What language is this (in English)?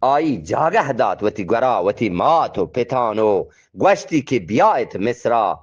Eastern Balochi